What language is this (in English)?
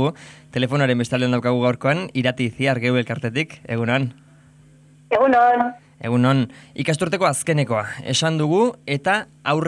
Basque